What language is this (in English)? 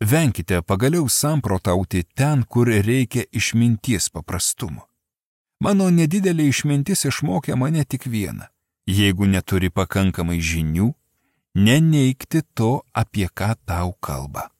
Lithuanian